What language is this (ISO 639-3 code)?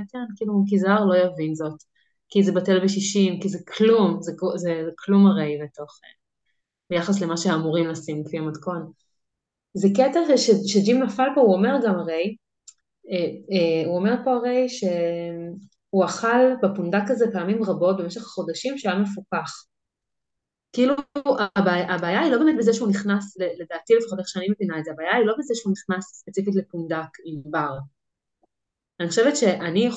heb